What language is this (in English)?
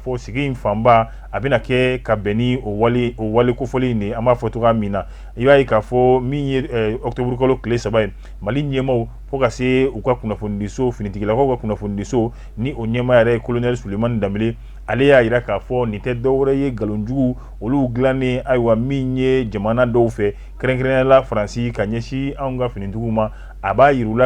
Bambara